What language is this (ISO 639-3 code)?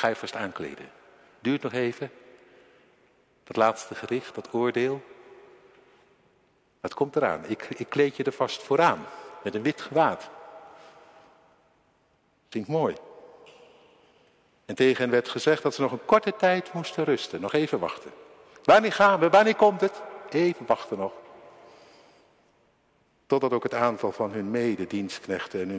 nld